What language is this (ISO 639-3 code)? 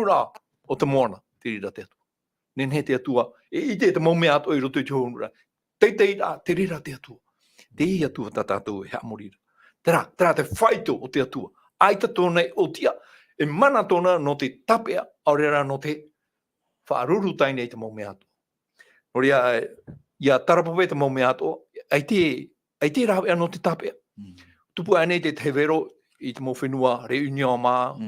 tah